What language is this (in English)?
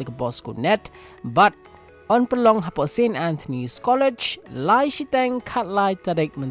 Malay